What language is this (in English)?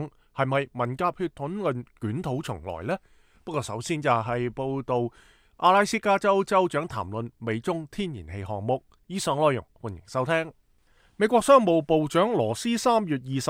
Cantonese